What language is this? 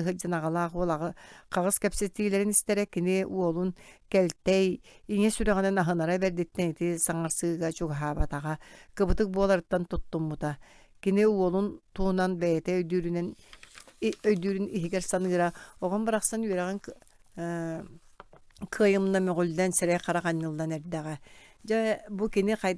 Yakut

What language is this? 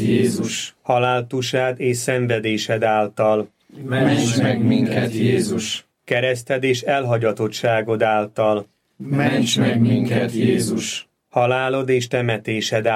Hungarian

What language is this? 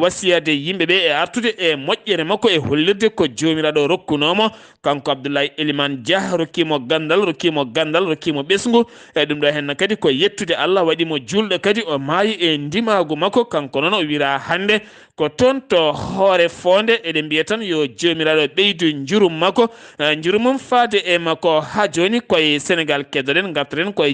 Fula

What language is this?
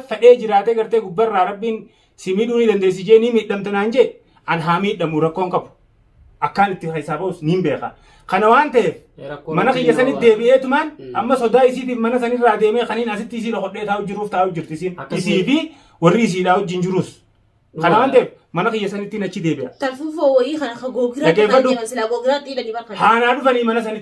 Oromo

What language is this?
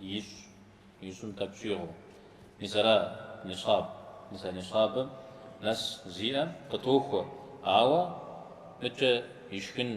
Kabardian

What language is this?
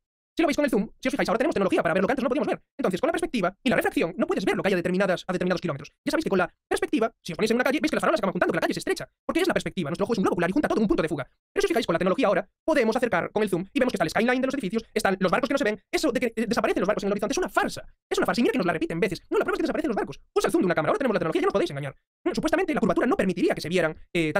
Spanish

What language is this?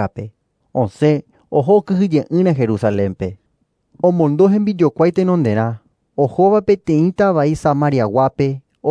Guarani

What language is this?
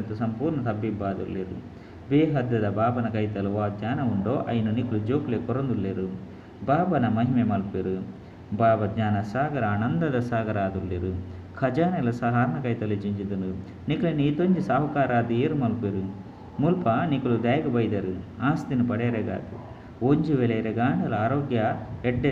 Tulu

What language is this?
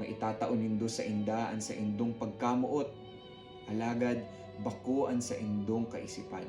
Bikol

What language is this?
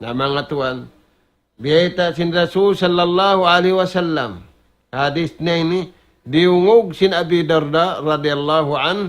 Tausug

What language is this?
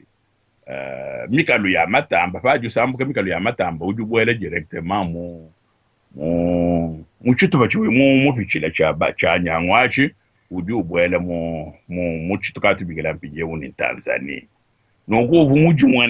Luba-Lulua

